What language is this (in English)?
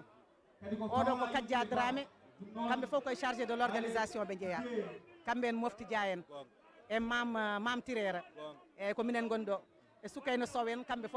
Fula